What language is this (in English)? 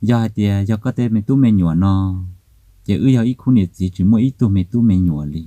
Hmong